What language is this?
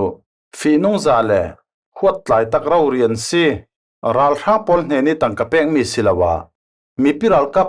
Falam Chin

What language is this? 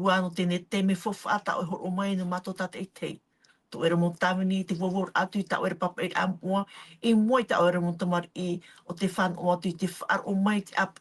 Tahitian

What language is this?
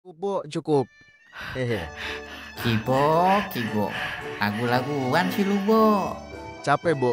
Betawi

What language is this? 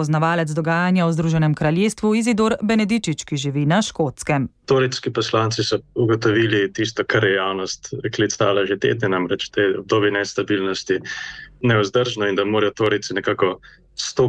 Slovenian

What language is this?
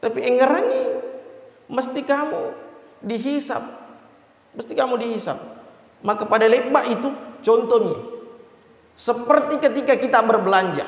Buginese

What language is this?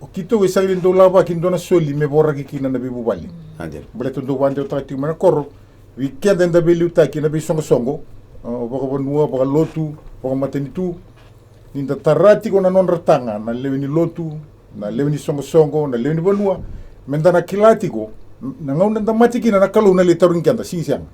Fijian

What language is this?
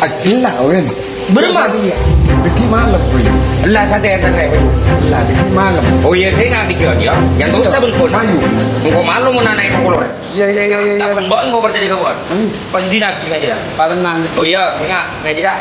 Madurese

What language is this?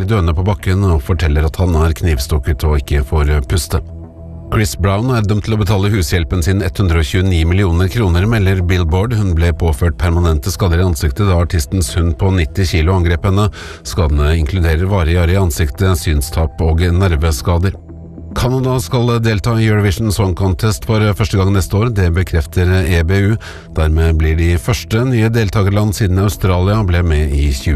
Norwegian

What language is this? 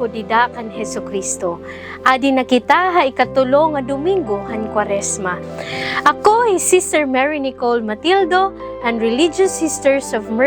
Waray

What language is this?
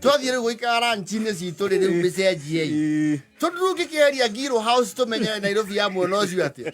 Kikuyu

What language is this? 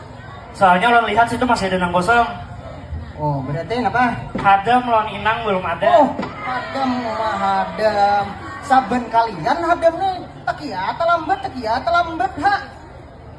Banjar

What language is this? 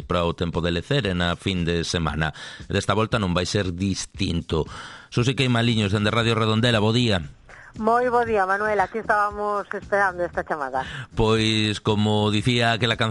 Galician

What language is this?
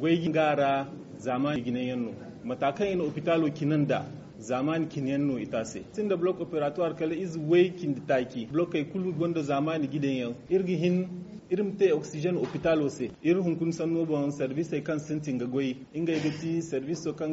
Zarma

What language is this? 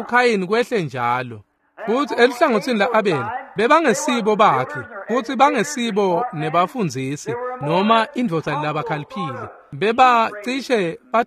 Swati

